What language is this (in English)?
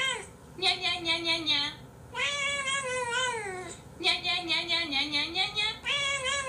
Korean